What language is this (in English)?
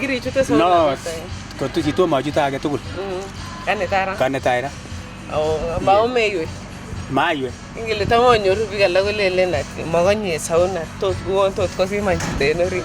Kalenjin